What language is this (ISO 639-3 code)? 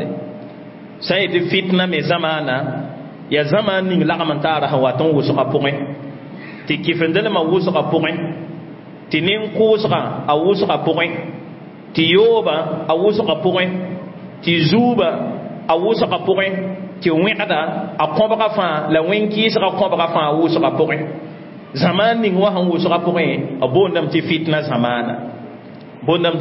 mos